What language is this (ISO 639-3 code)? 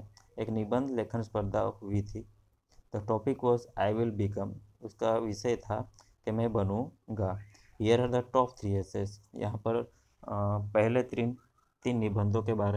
hin